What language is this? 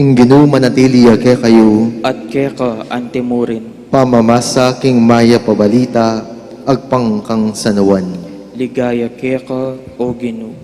Pampanga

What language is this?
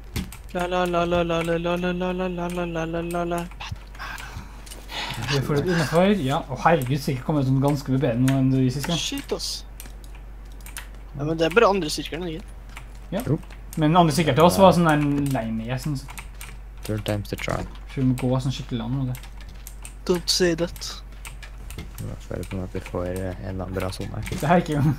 Norwegian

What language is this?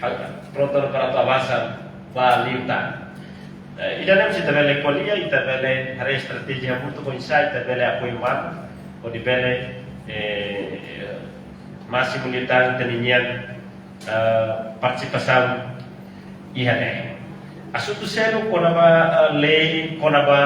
Tetum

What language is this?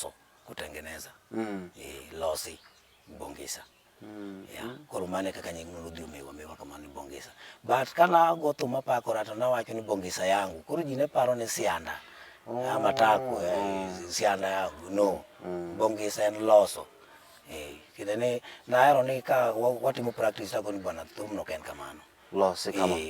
Luo (Kenya and Tanzania)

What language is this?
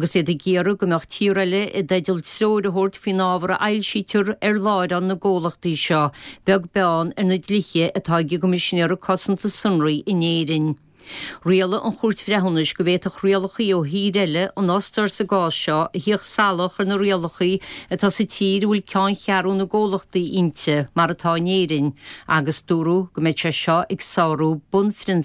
Irish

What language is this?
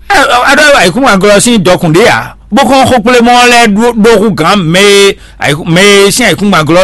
Fon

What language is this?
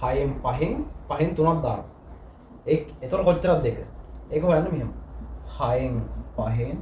Sinhala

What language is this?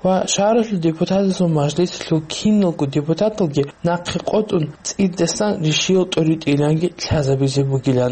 Avaric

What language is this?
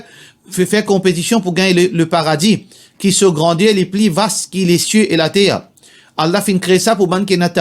Morisyen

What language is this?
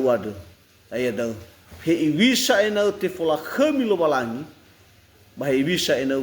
Nias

